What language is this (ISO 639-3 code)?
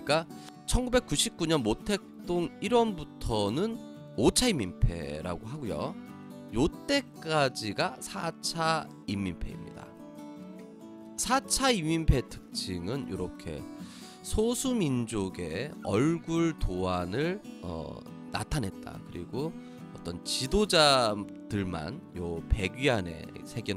kor